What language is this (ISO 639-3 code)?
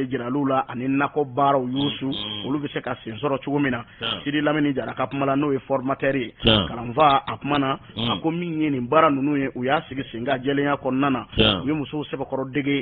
bam